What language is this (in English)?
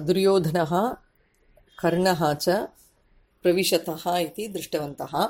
Sanskrit